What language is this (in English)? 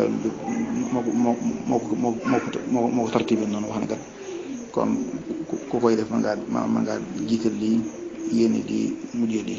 Wolof